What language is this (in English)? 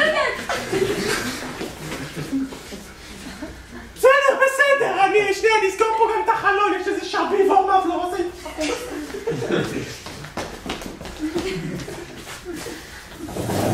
Hebrew